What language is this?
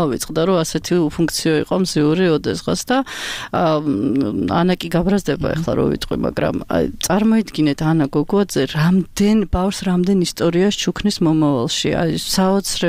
Georgian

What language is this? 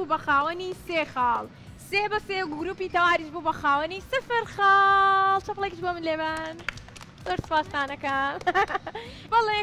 Central Kurdish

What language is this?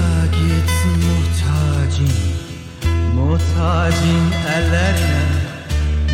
Turkish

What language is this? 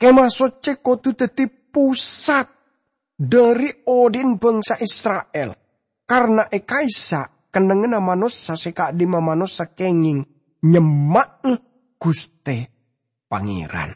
Madurese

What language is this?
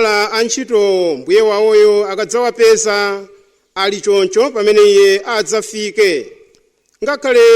Nyanja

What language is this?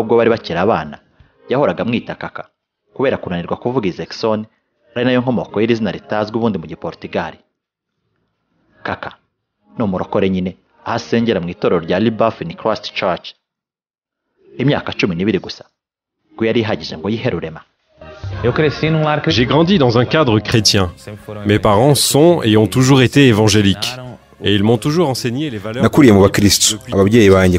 Kinyarwanda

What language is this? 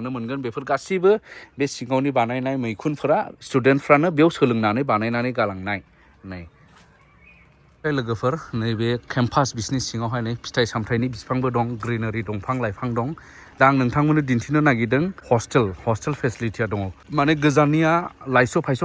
Bodo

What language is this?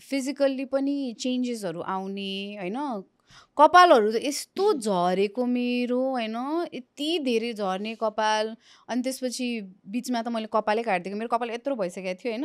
Nepali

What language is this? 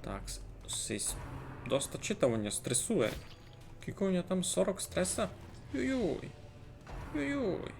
Rusyn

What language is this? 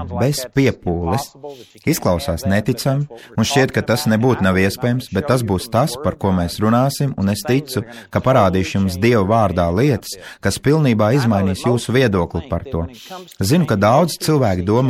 Latvian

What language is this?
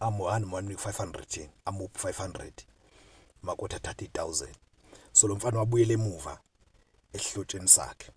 Zulu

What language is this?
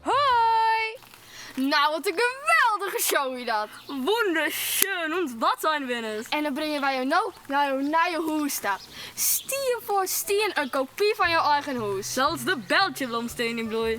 Western Frisian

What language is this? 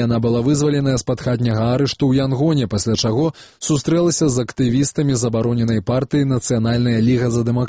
Belarusian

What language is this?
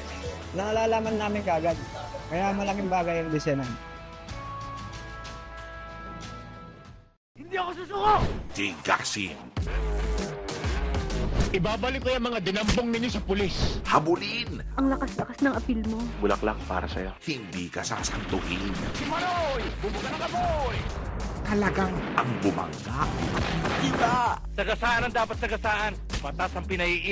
Filipino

